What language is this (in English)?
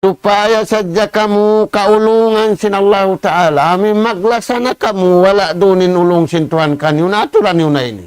Tausug